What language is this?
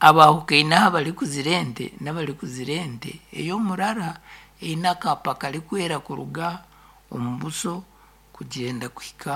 Nyankole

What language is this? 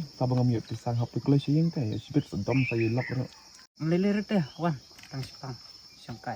Khasi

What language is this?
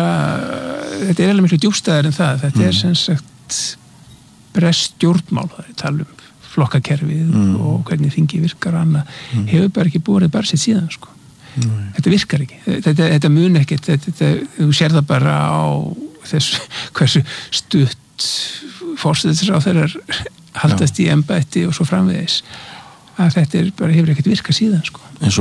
Icelandic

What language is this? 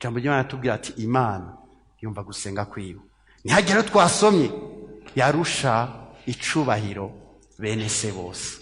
Rundi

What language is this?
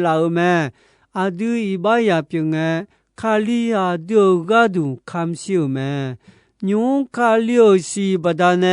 Akha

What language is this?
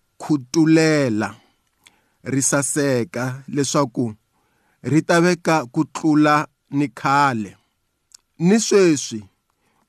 Tsonga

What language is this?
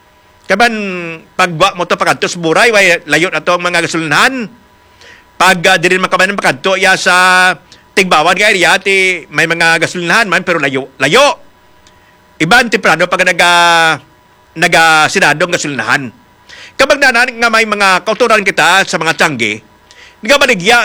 Hiligaynon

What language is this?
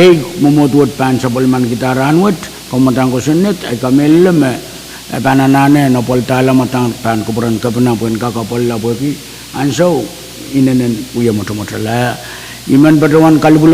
Pohnpeian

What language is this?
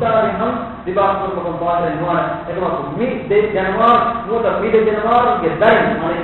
Divehi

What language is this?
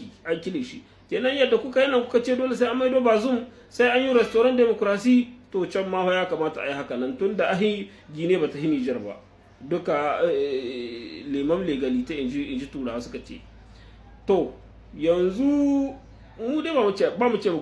Hausa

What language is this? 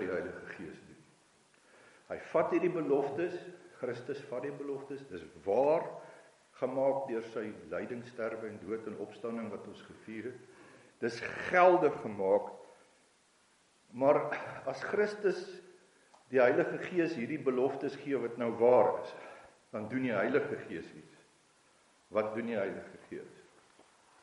Afrikaans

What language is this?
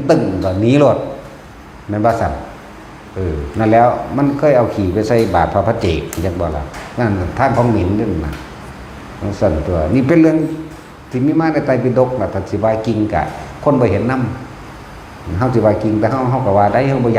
Northeastern Thai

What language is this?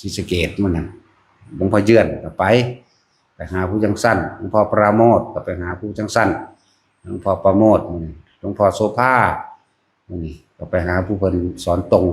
Northeastern Thai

